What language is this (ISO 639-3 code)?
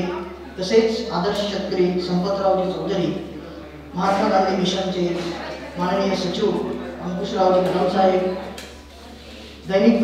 mar